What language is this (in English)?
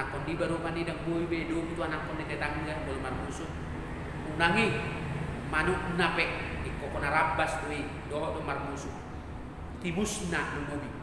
Batak Toba